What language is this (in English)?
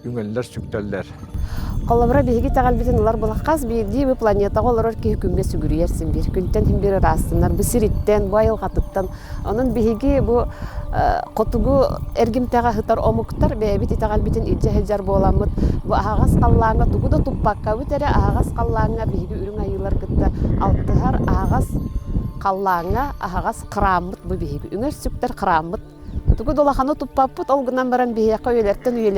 Yakut